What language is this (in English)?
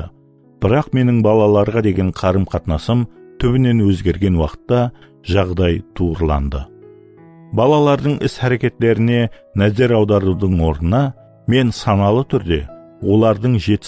Kara-Kalpak